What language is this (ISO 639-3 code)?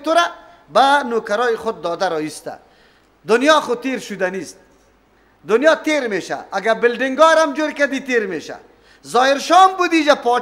fas